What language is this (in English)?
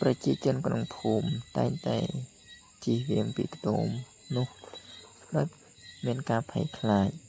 Khmer